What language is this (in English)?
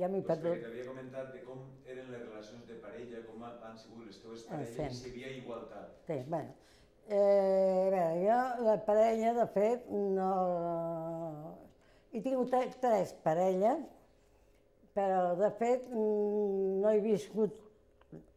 Catalan